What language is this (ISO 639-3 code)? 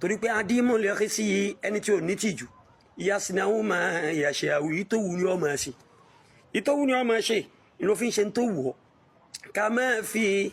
yor